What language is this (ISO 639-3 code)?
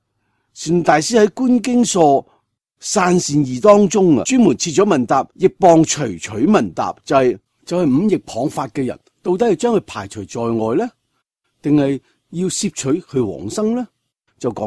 yue